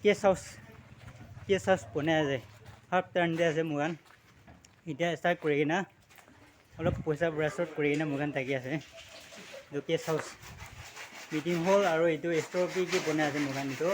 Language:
Naga Pidgin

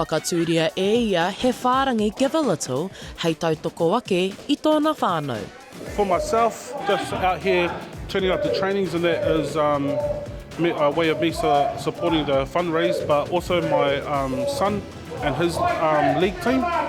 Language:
Māori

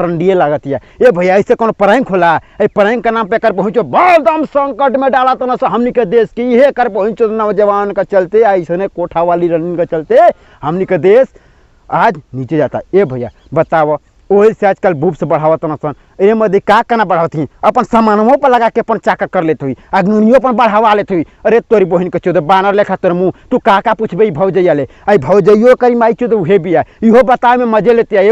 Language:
Bhojpuri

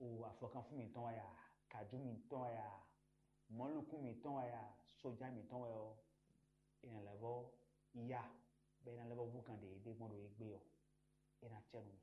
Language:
Fon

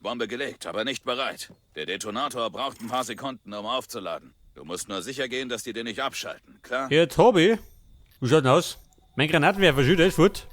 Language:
Bavarian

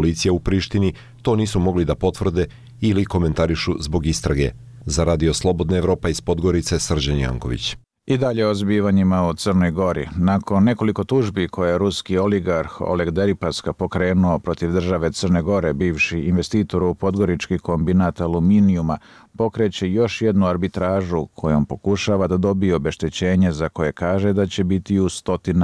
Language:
Serbian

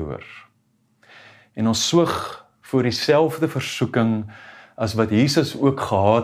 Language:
Afrikaans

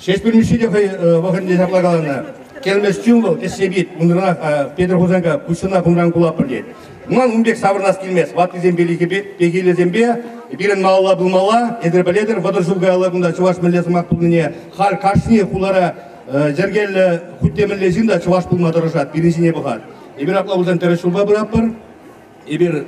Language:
Chuvash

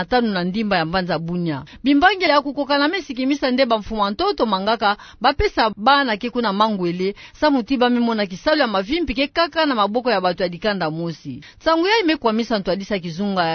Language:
Kituba (Democratic Republic of Congo)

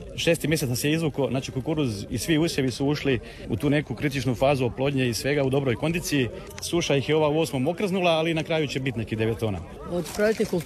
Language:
Croatian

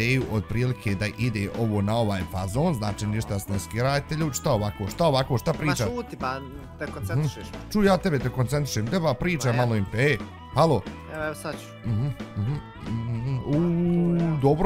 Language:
Bosnian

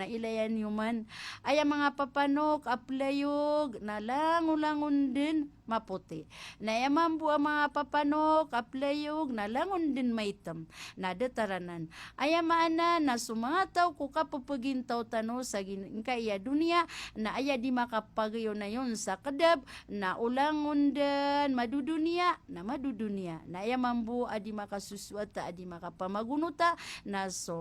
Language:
Maranao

